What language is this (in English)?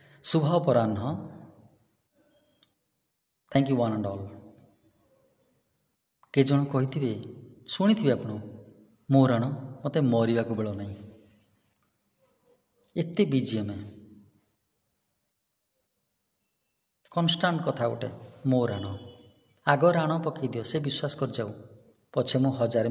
Odia